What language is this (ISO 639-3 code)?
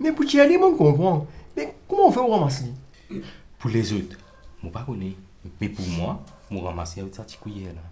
mfe